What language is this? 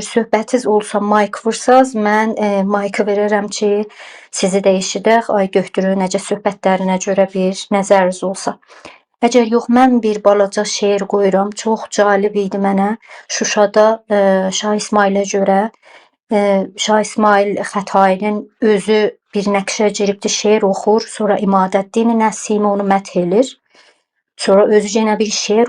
South Azerbaijani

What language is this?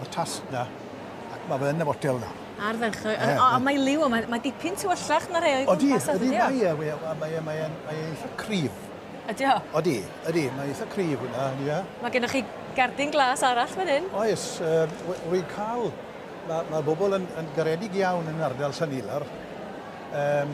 Welsh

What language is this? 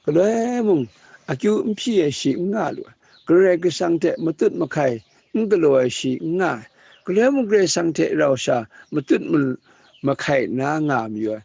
Kachin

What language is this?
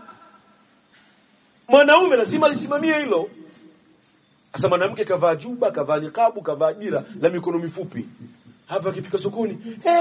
Swahili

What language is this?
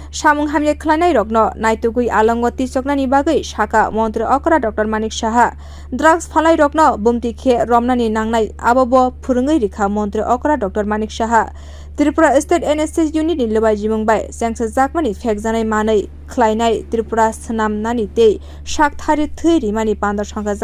Kok Borok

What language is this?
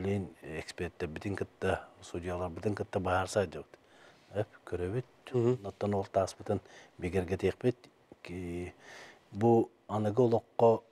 Yakut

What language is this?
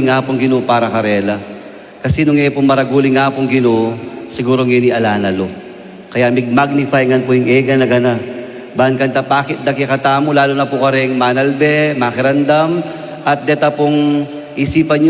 Pampanga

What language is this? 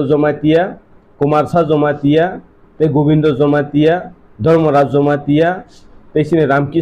Kok Borok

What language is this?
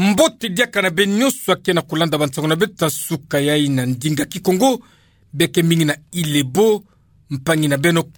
Kituba (Democratic Republic of Congo)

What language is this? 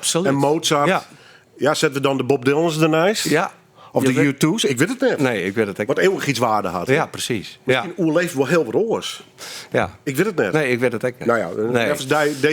Western Frisian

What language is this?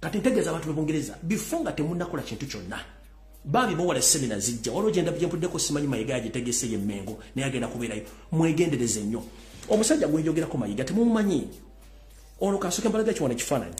Ganda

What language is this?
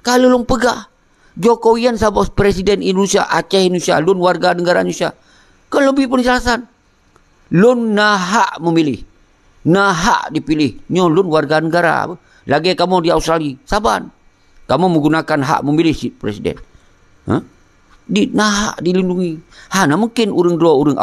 Achinese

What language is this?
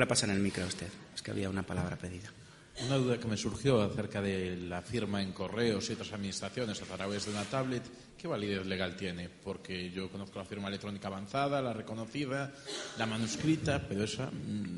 Spanish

